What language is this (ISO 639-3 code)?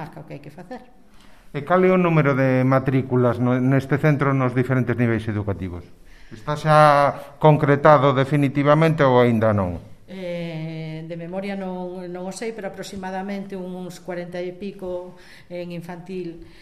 glg